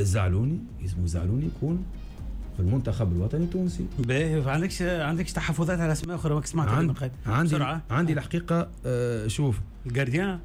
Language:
Tunisian Arabic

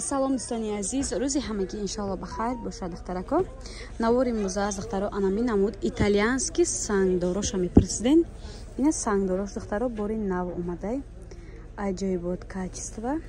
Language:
Tajik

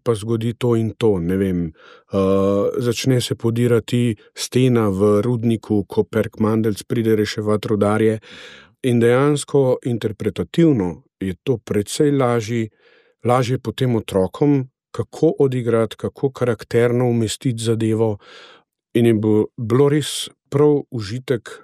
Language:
Slovenian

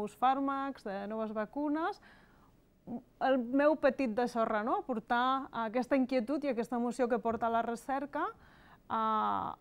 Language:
Catalan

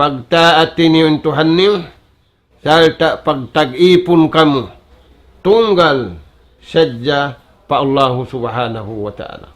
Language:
Tausug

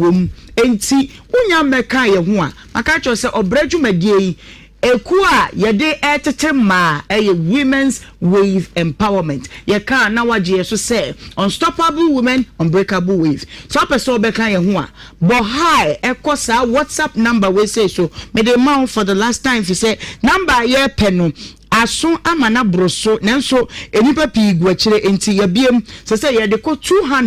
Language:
Akan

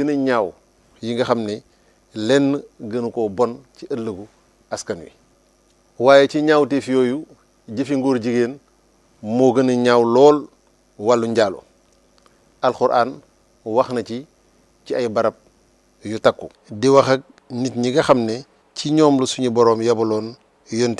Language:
Wolof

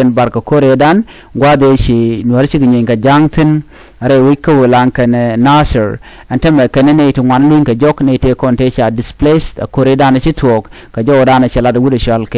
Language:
Nuer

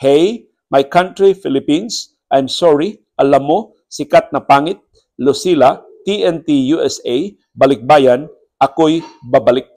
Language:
Cebuano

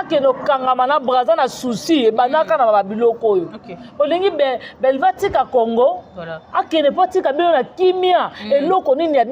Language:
Lingala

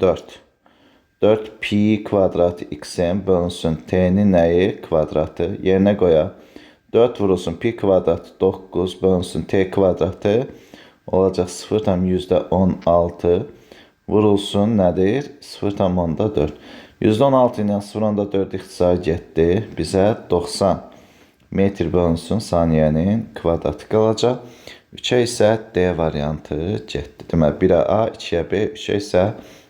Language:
Azerbaijani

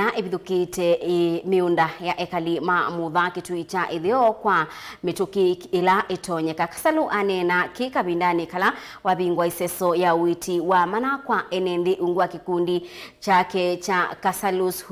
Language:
Kamba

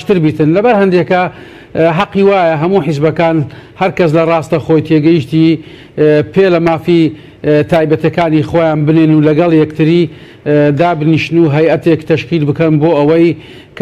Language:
Central Kurdish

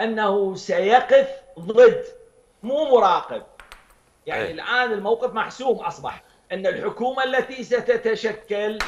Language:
Mesopotamian Arabic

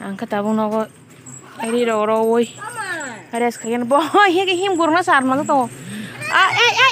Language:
Kok Borok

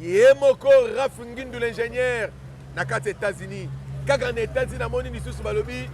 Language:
Lingala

